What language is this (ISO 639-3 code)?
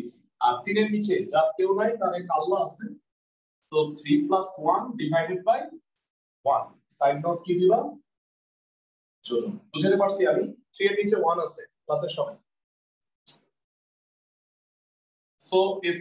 ben